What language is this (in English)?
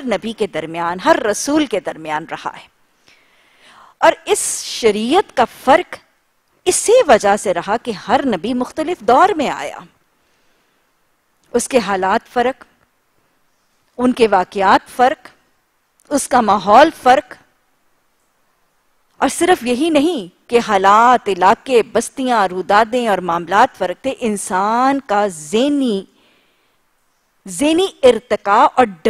Urdu